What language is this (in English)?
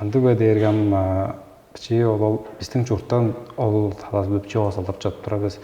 Tuvinian